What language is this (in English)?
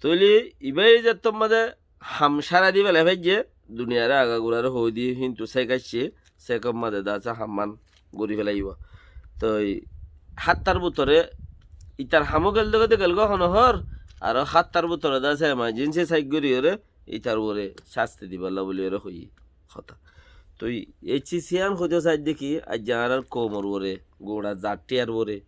Rohingya